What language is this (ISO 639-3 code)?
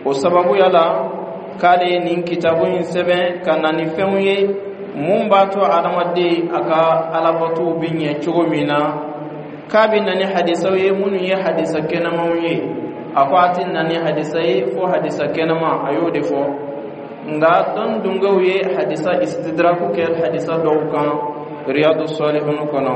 bam